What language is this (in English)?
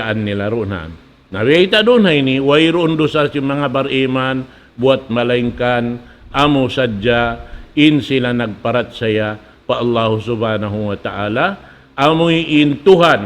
Tausug